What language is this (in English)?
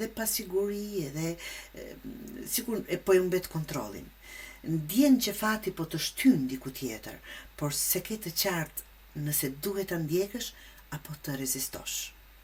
Albanian